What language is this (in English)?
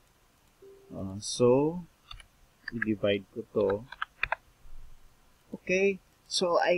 Filipino